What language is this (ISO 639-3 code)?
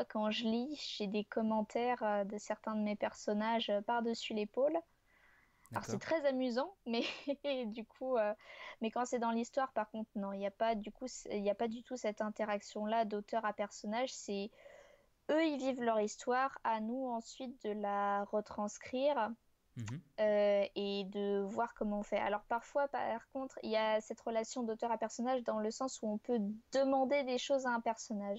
fra